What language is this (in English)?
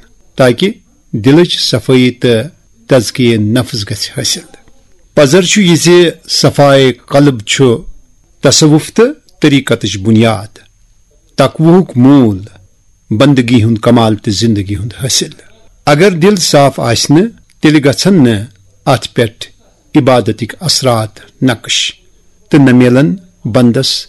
Kashmiri